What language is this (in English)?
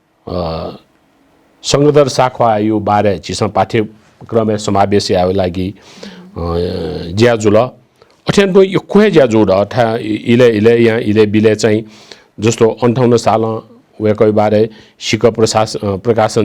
Newari